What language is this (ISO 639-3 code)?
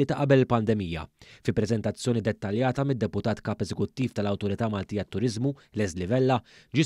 mlt